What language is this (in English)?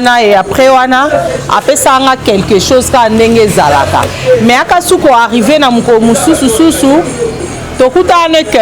Lingala